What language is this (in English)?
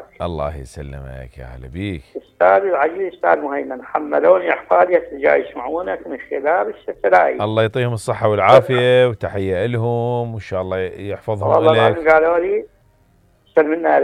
Mesopotamian Arabic